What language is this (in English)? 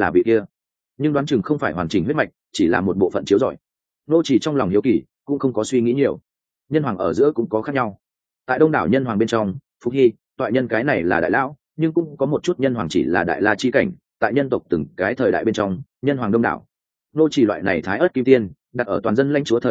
Vietnamese